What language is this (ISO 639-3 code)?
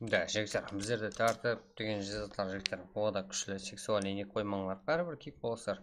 kaa